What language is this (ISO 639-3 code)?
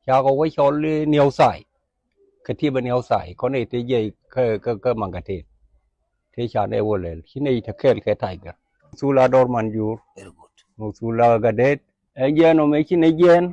nus